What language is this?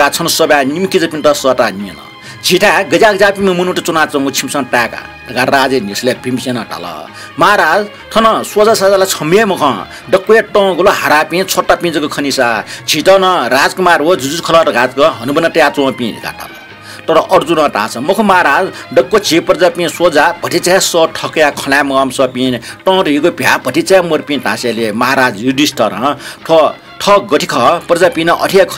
Newari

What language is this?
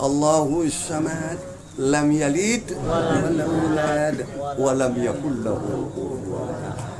Minangkabau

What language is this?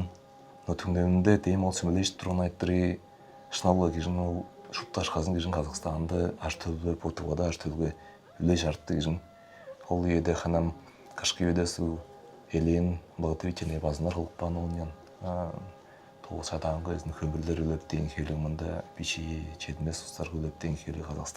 Tuvinian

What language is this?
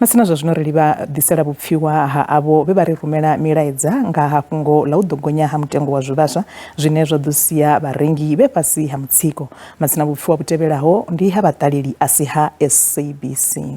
Venda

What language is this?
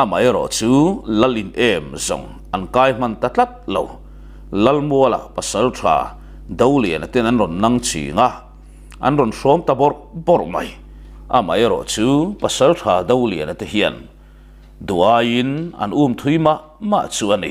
Mizo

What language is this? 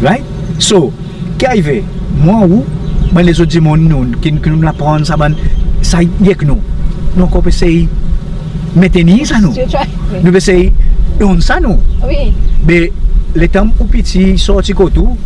Seselwa Creole French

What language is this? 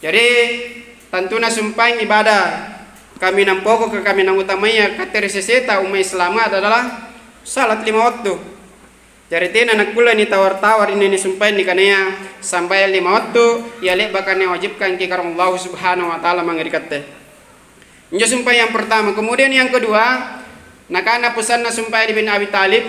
Makasar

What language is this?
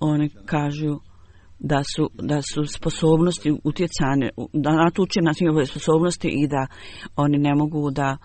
Bosnian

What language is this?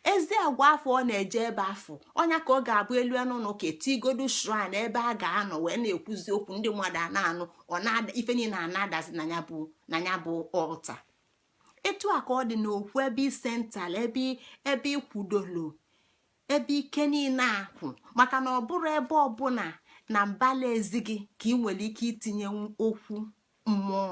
Igbo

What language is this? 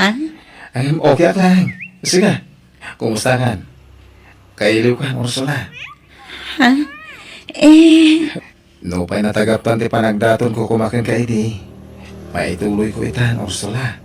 Iloko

